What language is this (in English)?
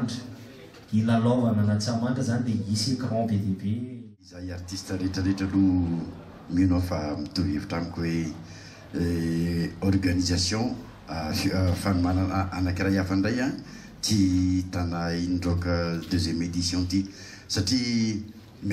Malagasy